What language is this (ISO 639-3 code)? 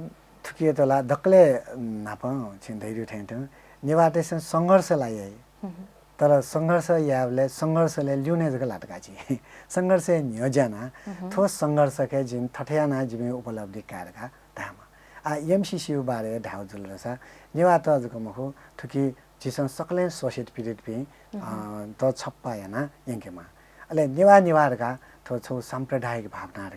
new